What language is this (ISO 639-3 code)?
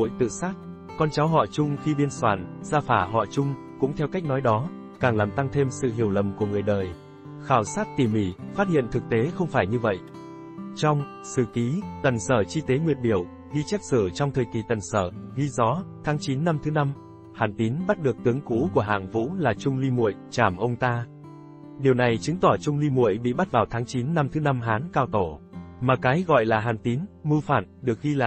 vie